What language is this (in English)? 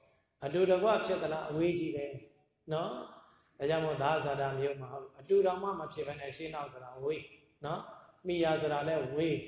Burmese